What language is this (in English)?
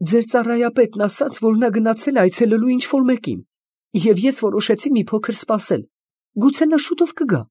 Armenian